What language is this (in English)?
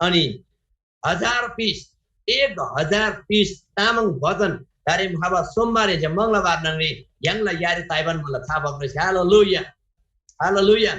Eastern Tamang